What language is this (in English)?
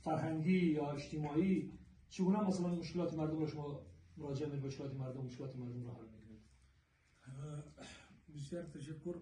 Persian